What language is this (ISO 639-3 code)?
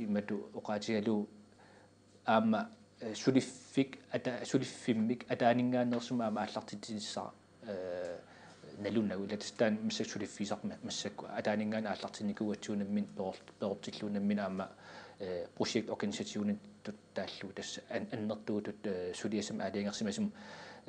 kal